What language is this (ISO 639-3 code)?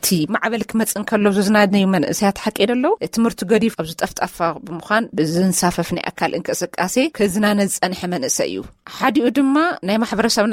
tir